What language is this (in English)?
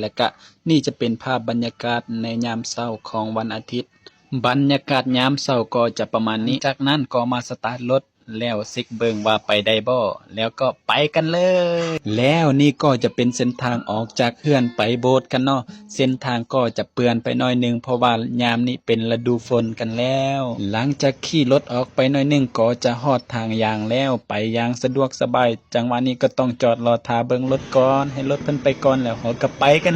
Lao